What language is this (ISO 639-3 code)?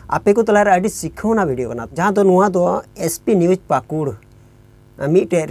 sat